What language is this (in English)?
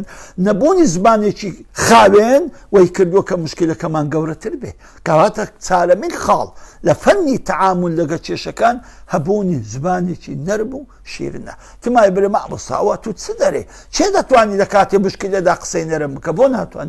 Central Kurdish